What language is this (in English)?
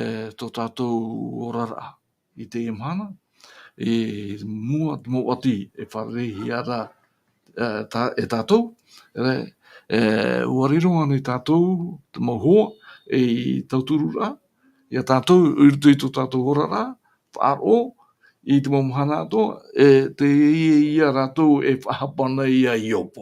Tahitian